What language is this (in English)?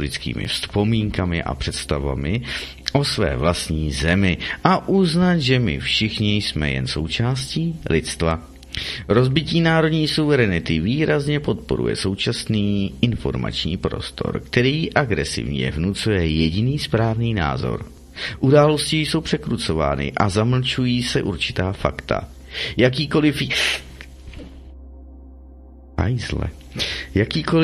Czech